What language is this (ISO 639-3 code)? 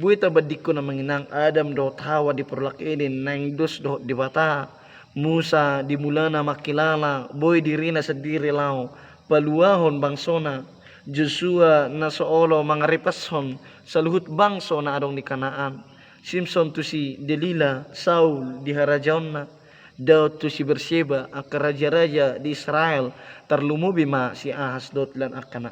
bbc